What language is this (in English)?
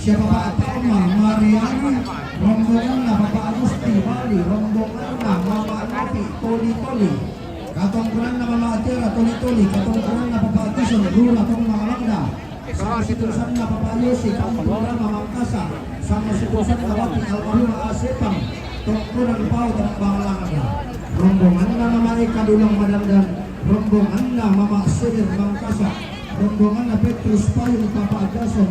Toraja-Sa'dan